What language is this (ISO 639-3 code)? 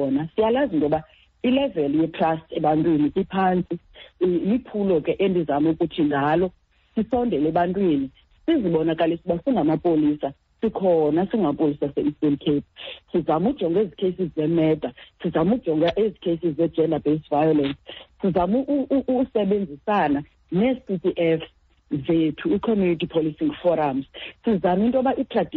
xho